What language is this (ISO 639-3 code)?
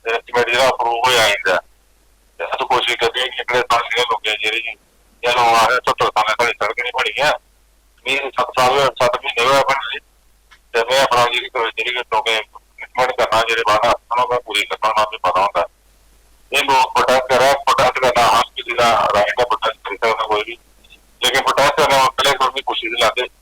doi